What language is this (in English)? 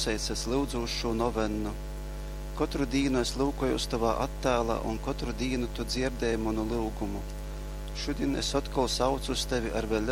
Latgalian